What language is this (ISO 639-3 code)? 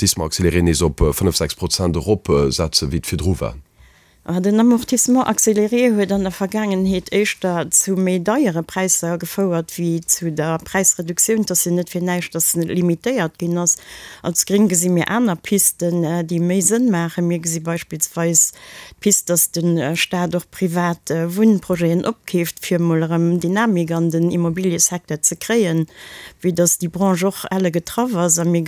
ltz